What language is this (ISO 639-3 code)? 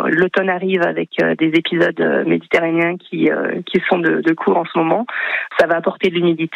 fra